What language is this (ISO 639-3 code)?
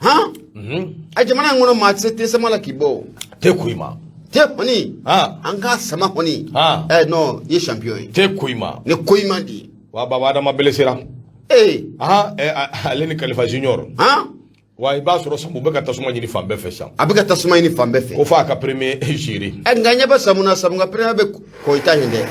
bam